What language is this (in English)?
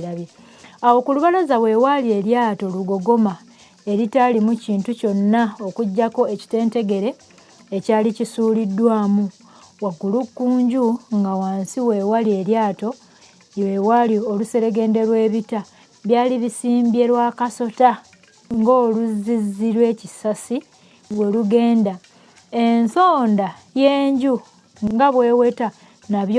Ganda